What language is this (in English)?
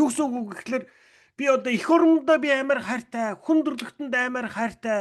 Mongolian